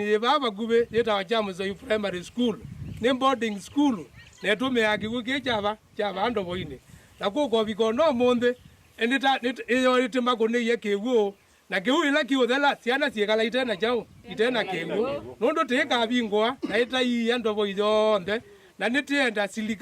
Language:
Kamba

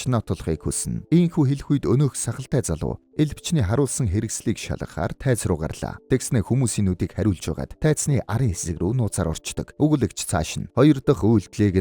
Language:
Mongolian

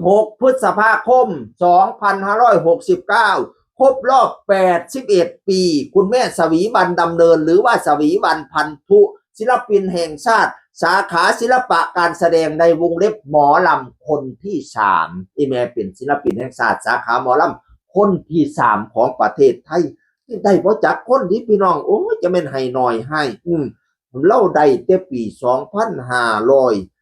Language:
Northeastern Thai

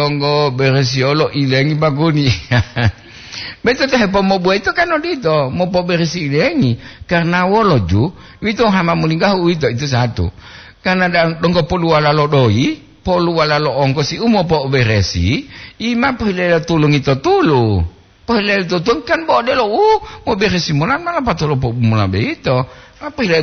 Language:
Gorontalo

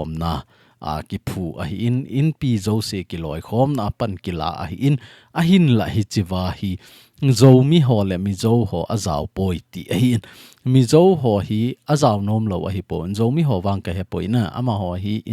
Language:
Thado Chin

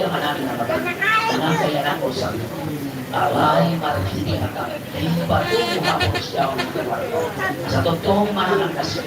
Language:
Batak Toba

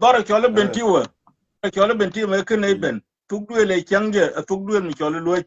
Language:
Nuer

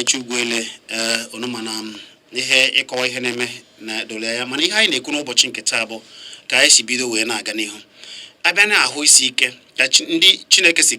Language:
Igbo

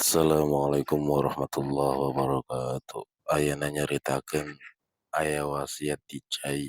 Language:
Sundanese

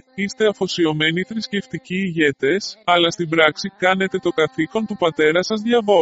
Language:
Greek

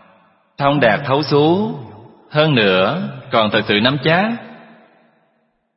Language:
Vietnamese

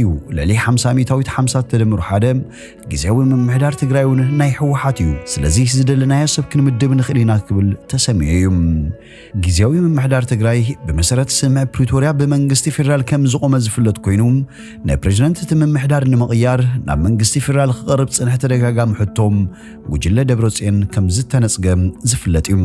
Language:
Tigrinya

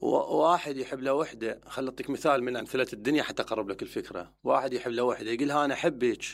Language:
Mesopotamian Arabic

